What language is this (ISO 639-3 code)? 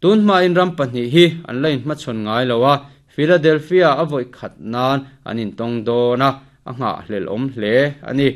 lus